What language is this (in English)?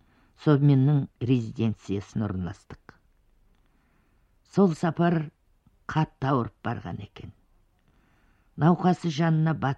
Kazakh